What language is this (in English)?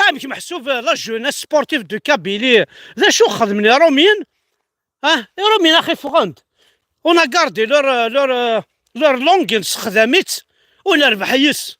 Kabyle